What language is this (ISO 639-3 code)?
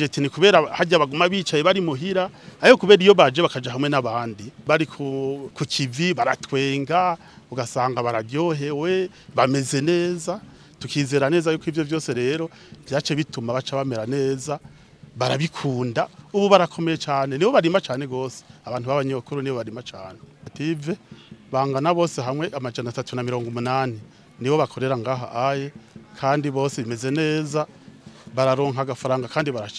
run